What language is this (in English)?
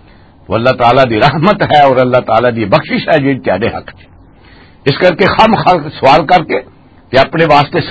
Western Panjabi